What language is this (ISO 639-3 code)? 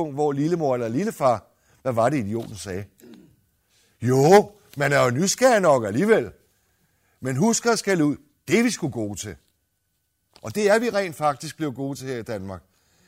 dan